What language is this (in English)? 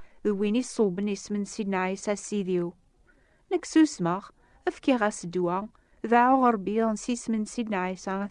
Kabyle